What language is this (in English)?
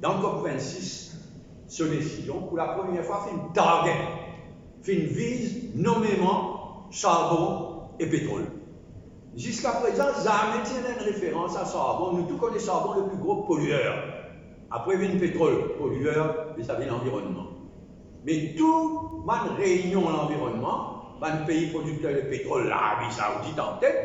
Morisyen